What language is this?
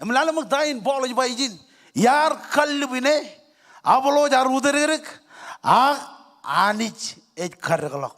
Marshallese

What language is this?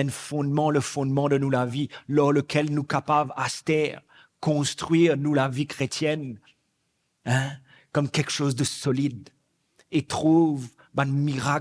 Morisyen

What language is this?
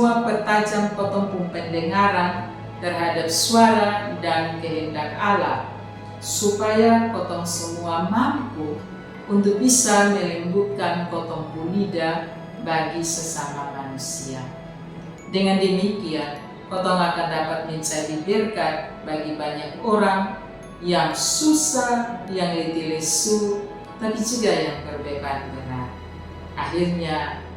Kupang Malay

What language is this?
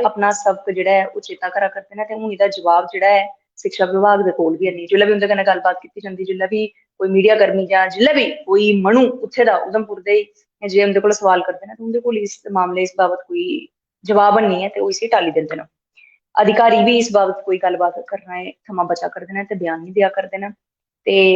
Dogri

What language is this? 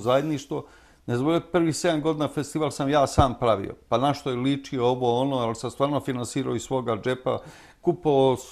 Serbian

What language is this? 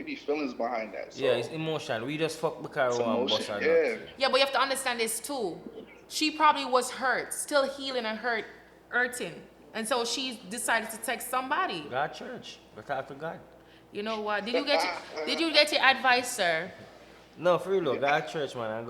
Jamaican Creole English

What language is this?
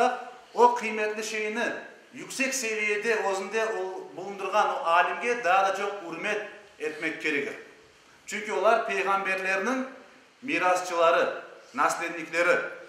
Crimean Tatar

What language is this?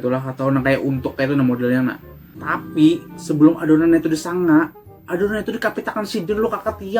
Banjar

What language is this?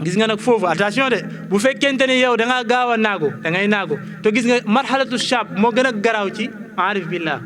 Wolof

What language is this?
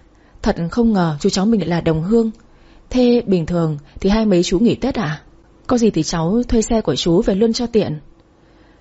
Vietnamese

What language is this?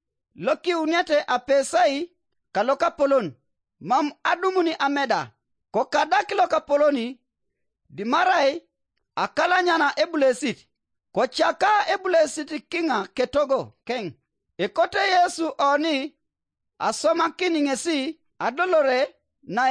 Teso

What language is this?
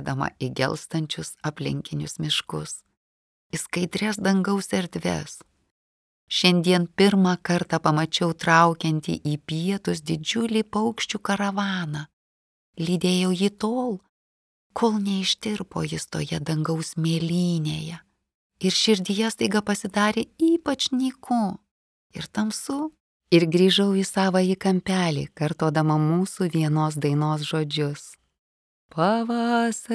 Lithuanian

